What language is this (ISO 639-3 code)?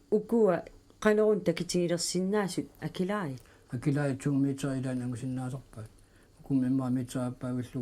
kal